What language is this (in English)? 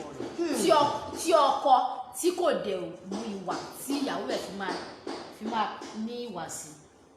Yoruba